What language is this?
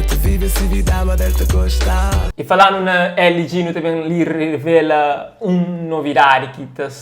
Kabuverdianu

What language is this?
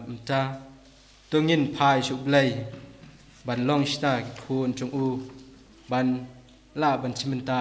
Khasi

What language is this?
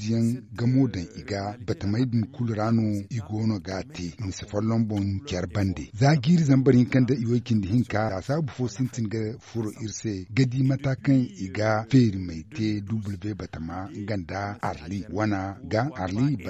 Zarma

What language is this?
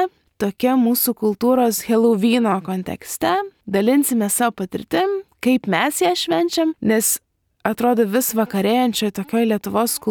Lithuanian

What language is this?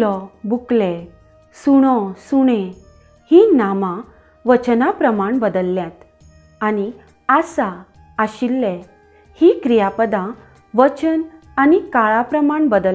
Konkani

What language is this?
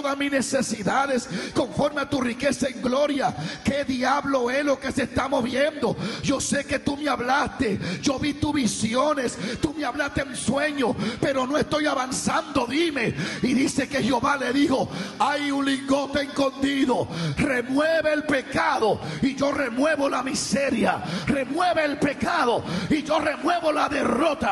Spanish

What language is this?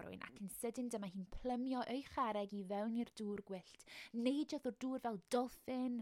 Welsh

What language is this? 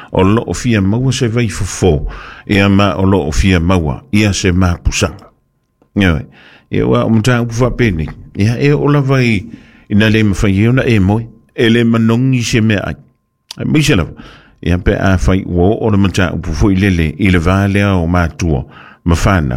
Samoan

